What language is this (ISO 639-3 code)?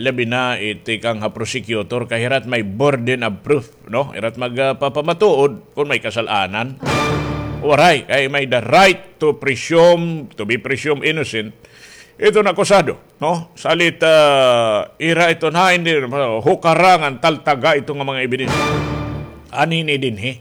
war